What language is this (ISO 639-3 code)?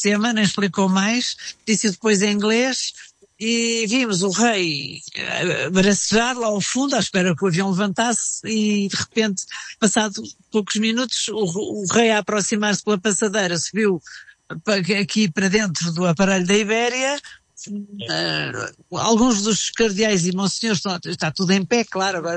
por